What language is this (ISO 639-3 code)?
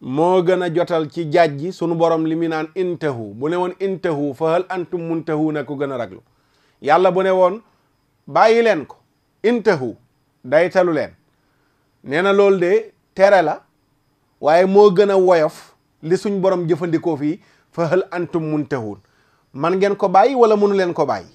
wol